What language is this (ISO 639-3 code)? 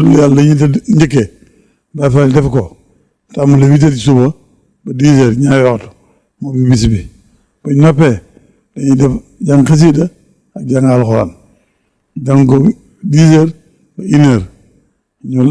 wol